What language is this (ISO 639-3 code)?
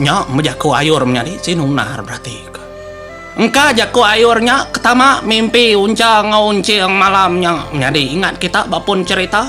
iba